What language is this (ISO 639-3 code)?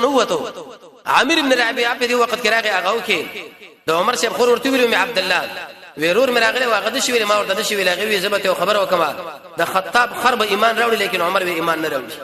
pus